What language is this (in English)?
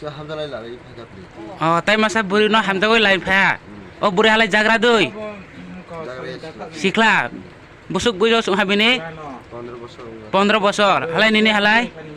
Riang (India)